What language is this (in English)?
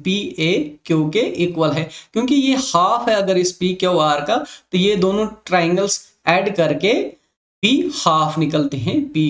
Hindi